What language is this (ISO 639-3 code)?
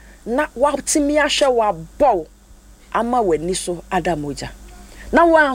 aka